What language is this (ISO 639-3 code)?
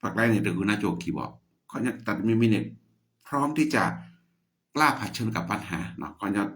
ksw